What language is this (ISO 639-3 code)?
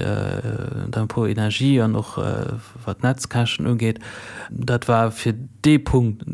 ltz